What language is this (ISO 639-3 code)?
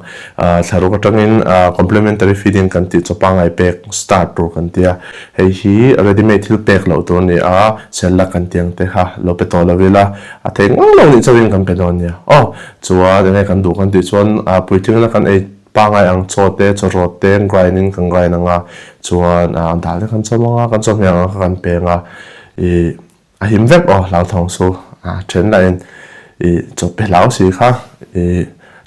lus